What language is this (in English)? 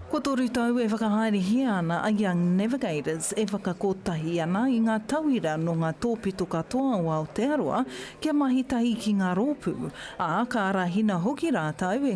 Māori